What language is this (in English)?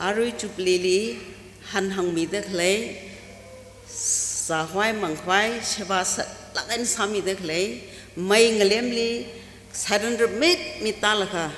Tangkhul Naga (India)